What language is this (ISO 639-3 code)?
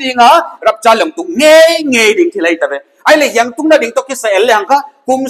pck